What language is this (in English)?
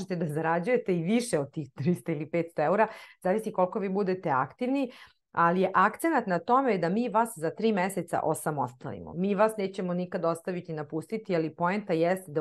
Serbian